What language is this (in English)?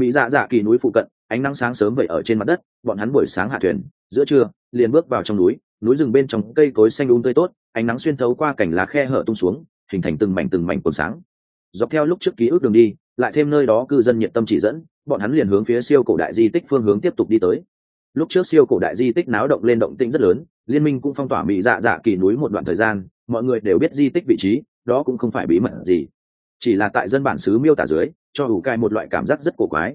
Vietnamese